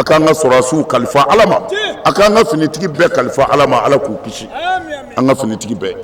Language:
Bambara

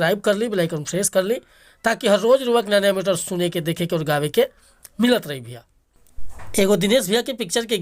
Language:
Bhojpuri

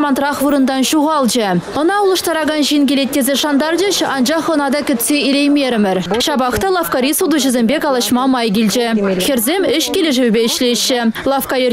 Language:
Chuvash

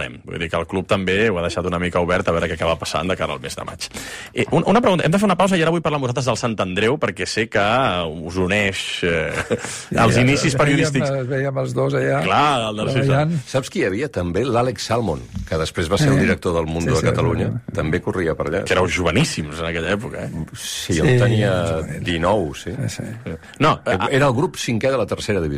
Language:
Catalan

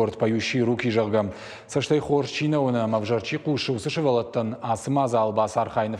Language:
Ossetic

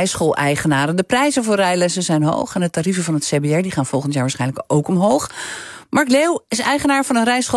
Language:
Dutch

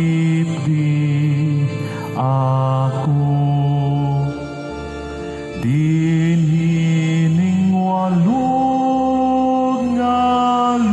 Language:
Cebuano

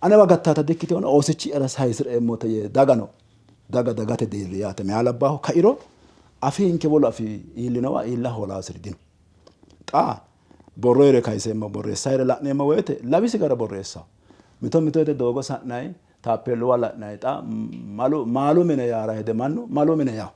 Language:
Sidamo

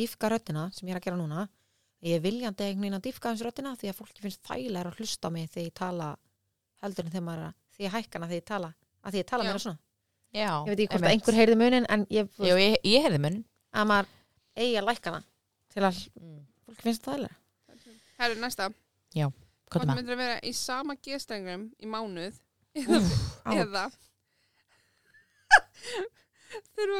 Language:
Icelandic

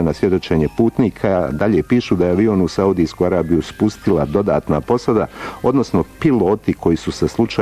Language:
Bosnian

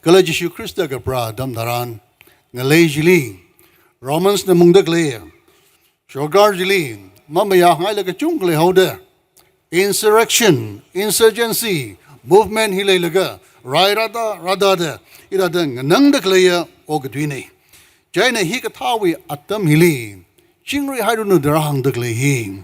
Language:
Tangkhul Naga (India)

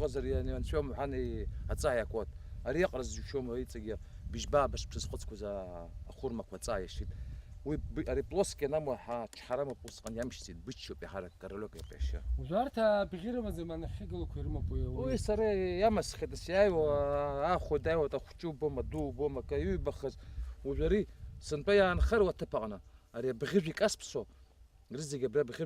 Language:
Abkhazian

